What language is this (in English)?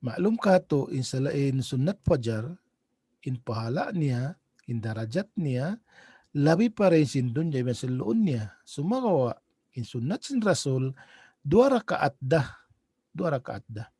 Tausug